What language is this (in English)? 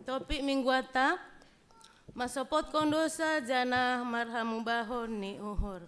Batak Simalungun